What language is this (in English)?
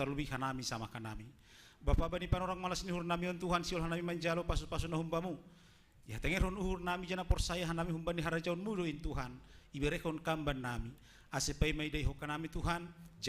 Batak Simalungun